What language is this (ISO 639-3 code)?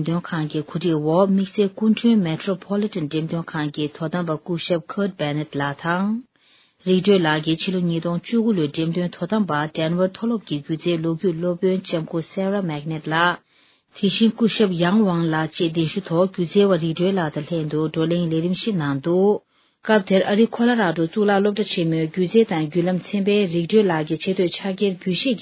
bod